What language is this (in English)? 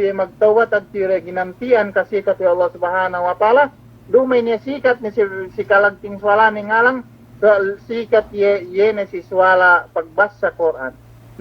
Yakan